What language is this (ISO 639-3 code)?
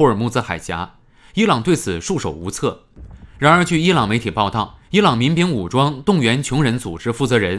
zho